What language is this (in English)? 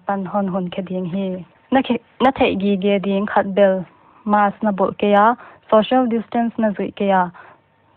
Paite Chin